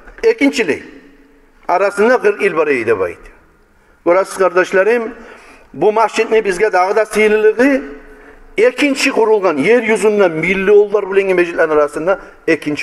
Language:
Kumyk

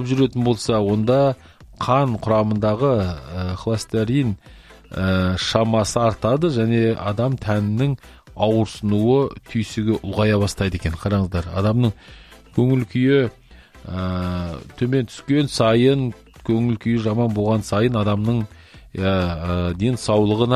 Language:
Kazakh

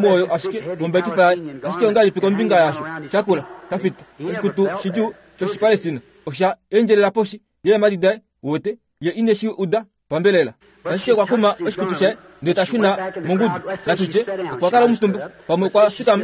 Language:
Kuanyama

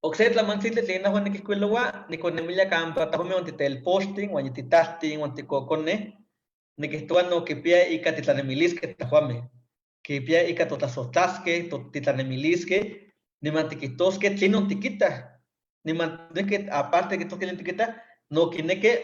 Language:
Eastern Huasteca Nahuatl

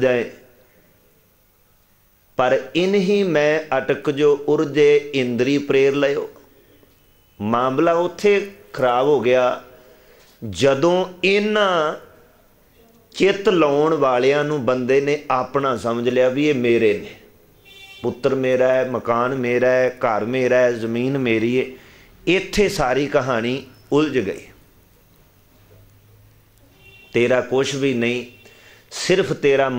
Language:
Punjabi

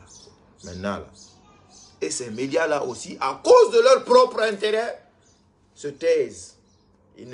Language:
French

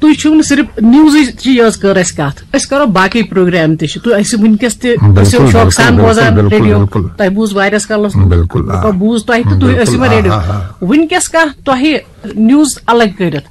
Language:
Kashmiri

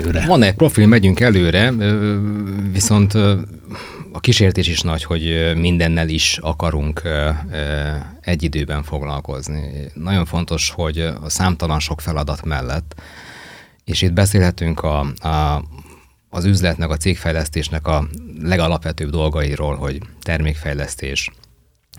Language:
Hungarian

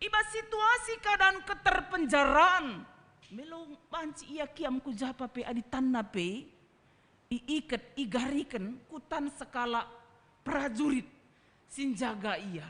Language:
Batak Karo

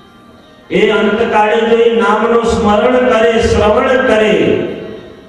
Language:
Gujarati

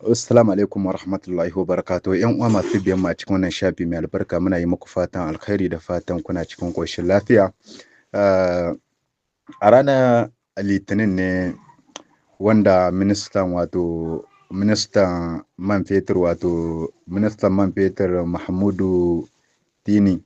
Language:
Hausa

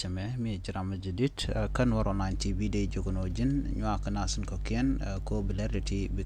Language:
Nuer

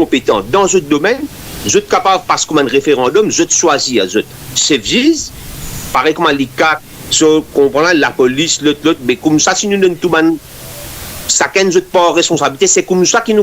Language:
Morisyen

